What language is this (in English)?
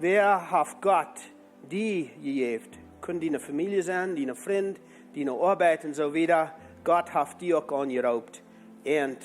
Plautdietsch